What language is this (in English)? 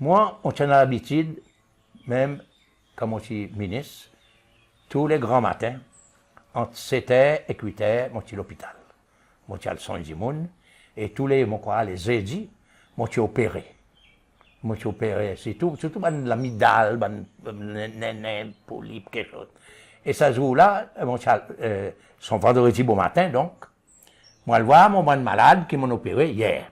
Seselwa Creole French